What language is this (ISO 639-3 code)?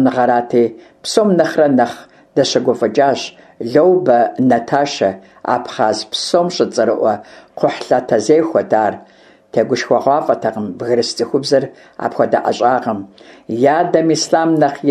kbd